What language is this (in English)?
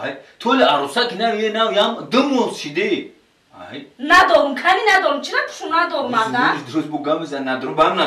Tajik